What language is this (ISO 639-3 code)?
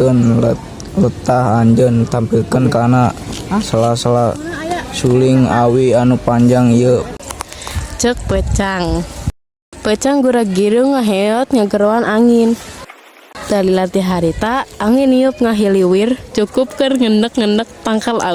sun